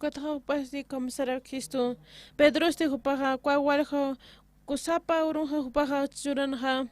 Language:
Aymara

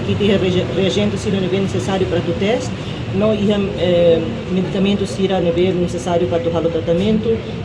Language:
Tetum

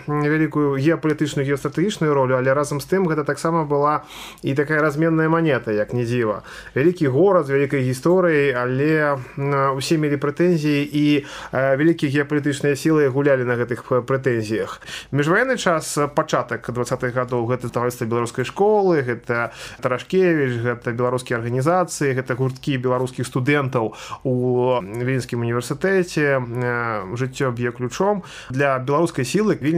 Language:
Belarusian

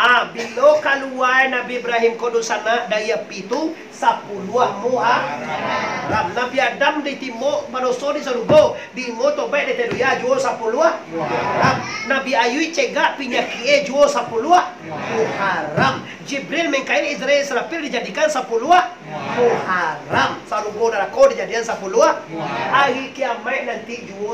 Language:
Minangkabau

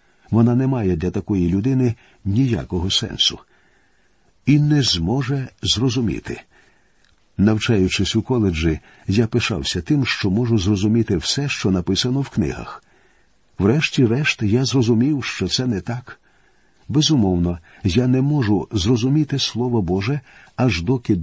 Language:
Ukrainian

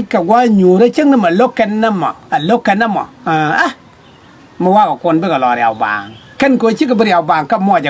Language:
Nuer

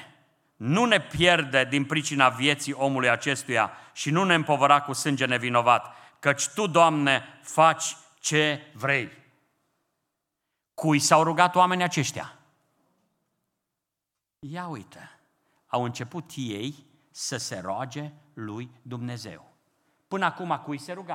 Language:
Romanian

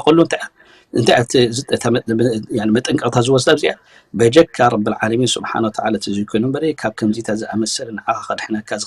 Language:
Tigrinya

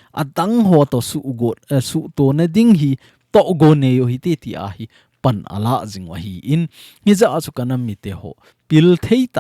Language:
Thado Chin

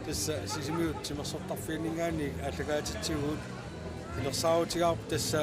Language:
Kalaallisut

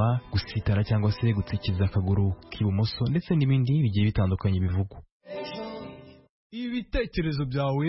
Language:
Kinyarwanda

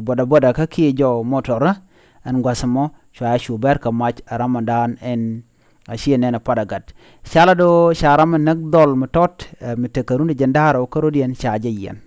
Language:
Nuer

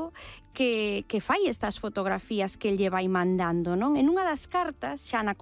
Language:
Galician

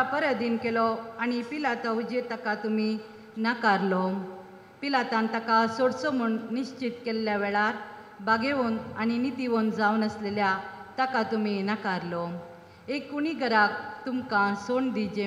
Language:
Konkani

